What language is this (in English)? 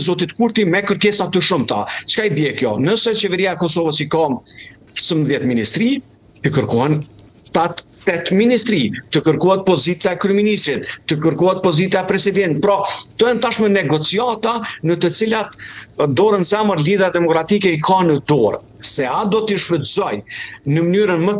Albanian